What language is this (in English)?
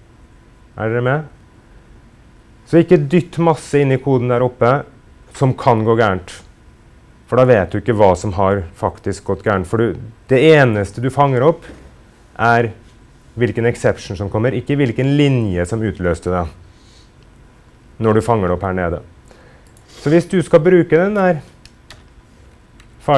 Norwegian